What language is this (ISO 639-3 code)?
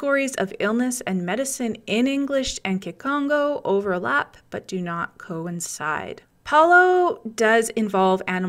eng